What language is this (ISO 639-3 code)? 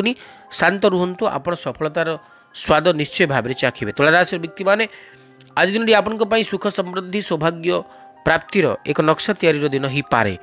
ori